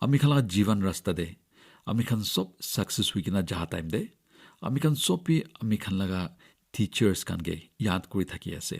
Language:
Naga Pidgin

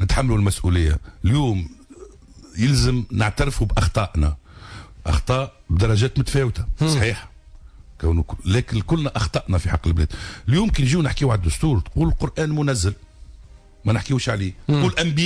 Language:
Tunisian Arabic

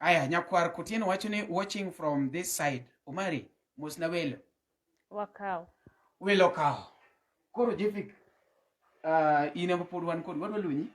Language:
Luo (Kenya and Tanzania)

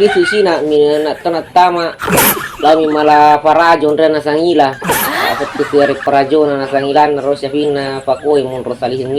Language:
Buginese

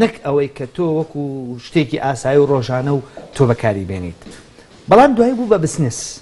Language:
Central Kurdish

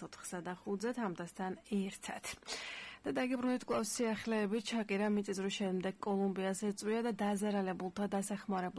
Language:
Georgian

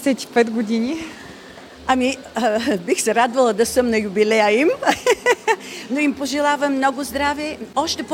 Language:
Bulgarian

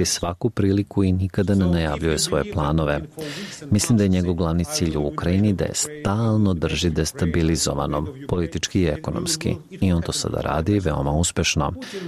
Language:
Croatian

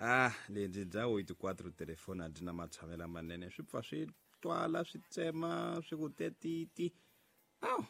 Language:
Tsonga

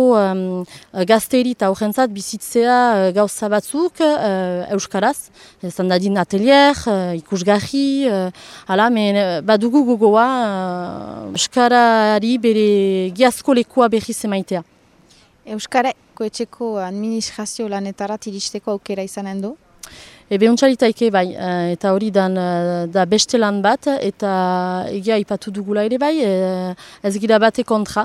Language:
Basque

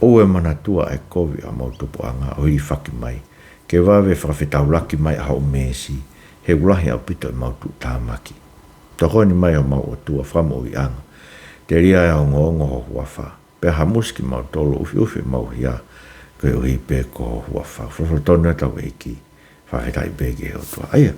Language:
Tongan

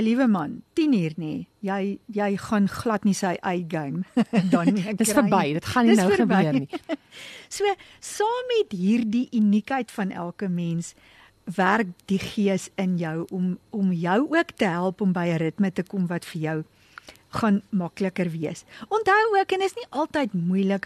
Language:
Afrikaans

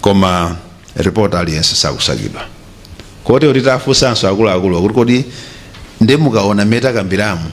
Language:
Nyanja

